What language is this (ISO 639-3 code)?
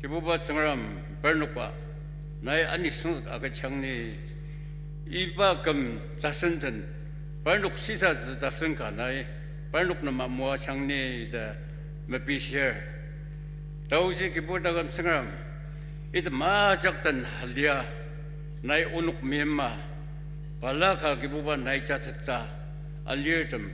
njo